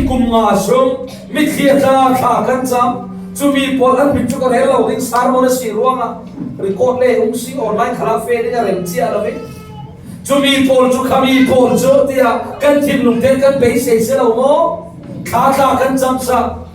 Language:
Falam Chin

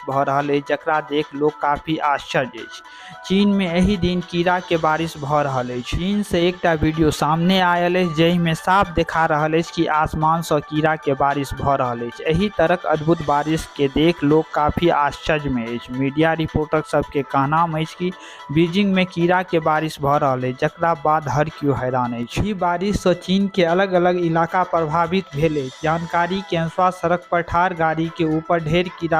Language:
Maithili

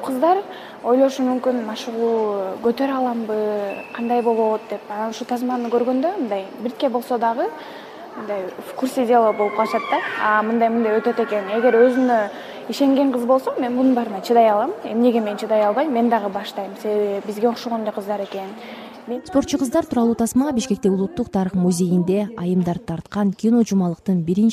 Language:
Kyrgyz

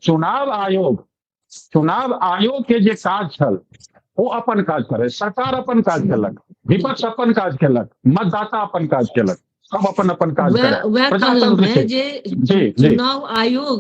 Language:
Maithili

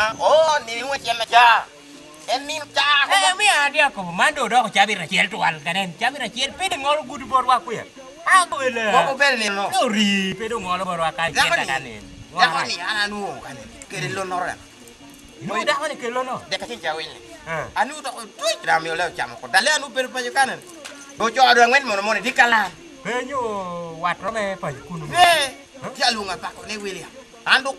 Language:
Lango (Uganda)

